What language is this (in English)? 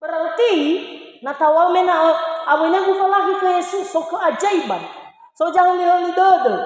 Nias